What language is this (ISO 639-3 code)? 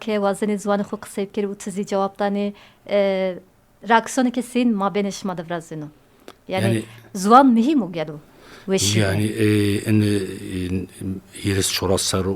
zza